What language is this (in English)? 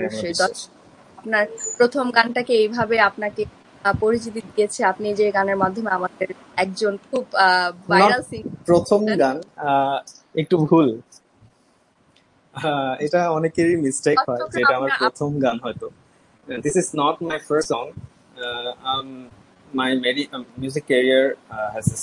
Bangla